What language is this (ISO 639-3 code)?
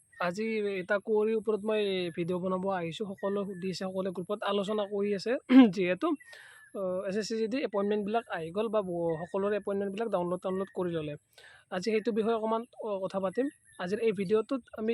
asm